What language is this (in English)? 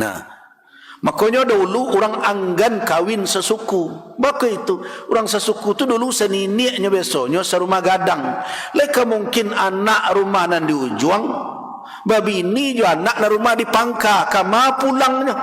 Minangkabau